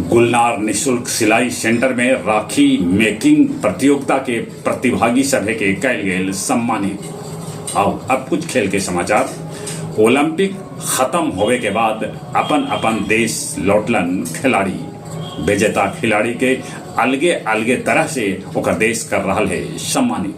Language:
Magahi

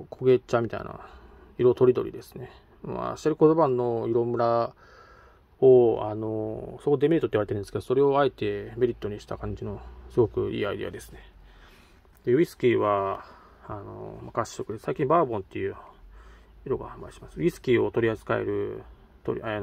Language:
Japanese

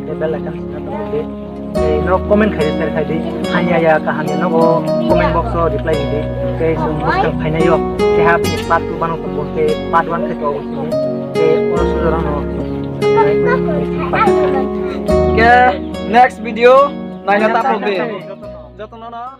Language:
Kok Borok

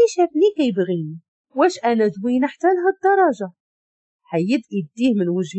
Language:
Moroccan Arabic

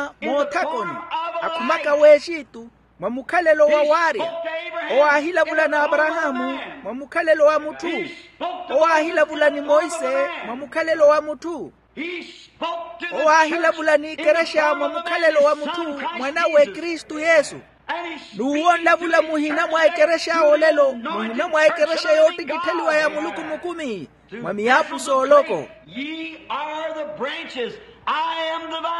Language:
Makhuwa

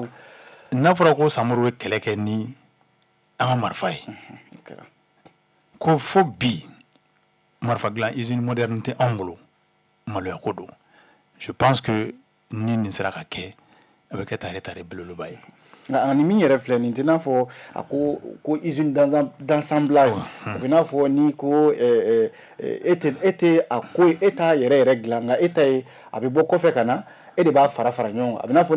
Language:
Bambara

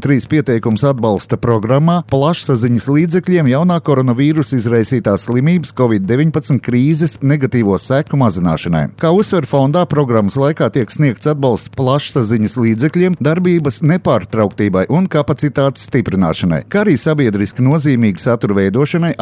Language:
Latvian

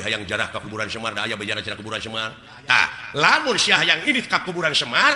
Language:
Sundanese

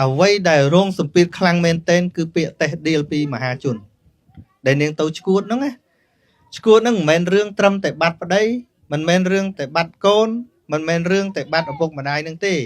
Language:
Khmer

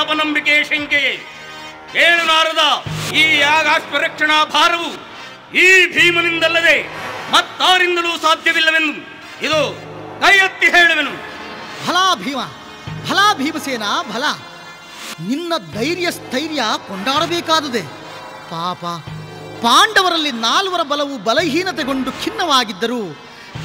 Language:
Kannada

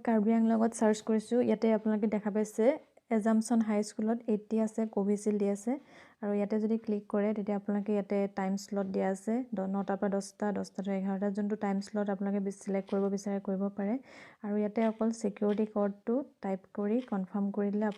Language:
Assamese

